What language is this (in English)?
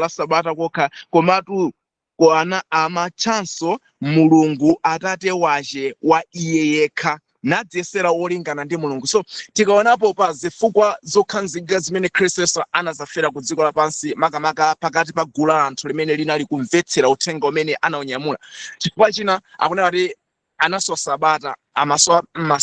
Nyanja